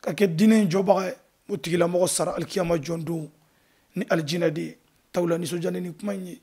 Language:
Bambara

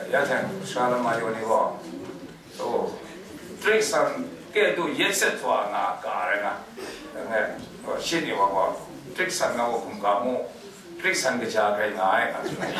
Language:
Kachin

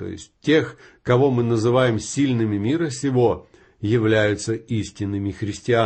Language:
Russian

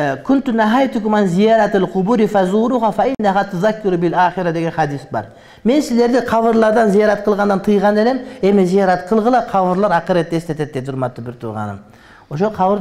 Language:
Kyrgyz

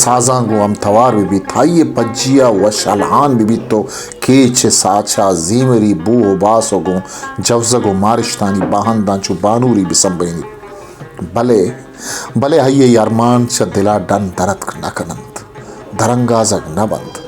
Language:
Baluchi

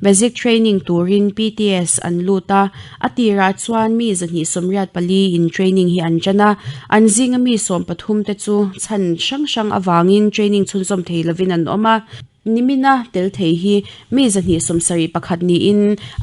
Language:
Mizo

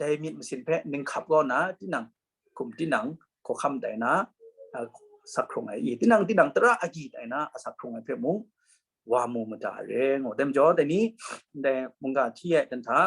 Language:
Kachin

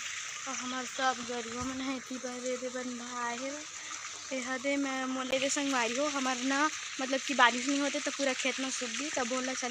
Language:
Chhattisgarhi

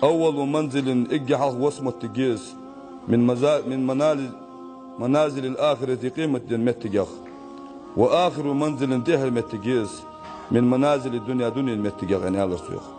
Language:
Chechen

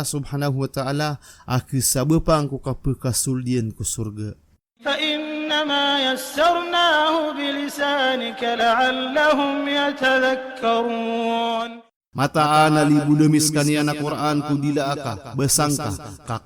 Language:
Maranao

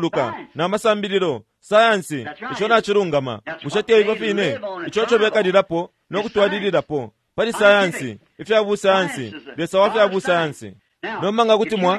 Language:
Bemba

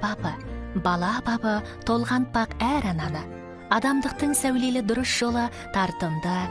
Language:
Kazakh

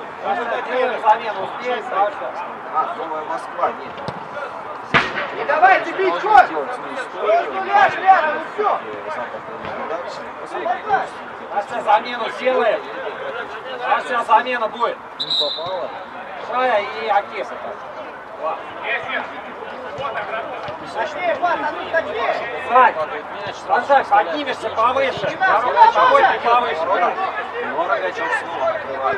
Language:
Russian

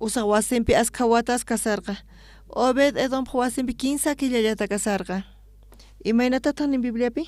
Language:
South Bolivian Quechua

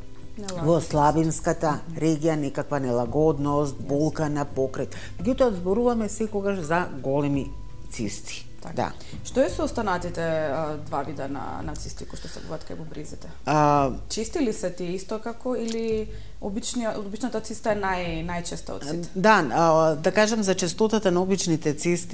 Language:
Macedonian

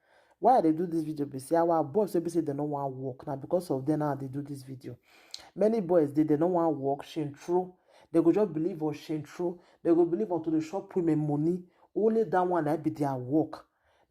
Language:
Nigerian Pidgin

